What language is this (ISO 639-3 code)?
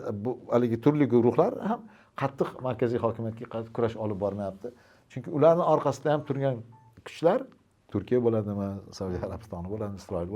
uzb